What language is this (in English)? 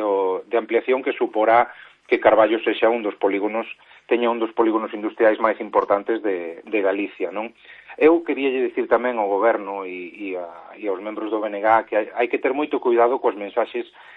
Galician